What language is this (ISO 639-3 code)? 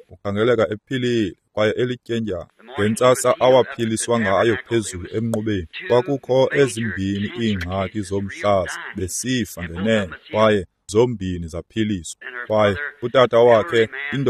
xho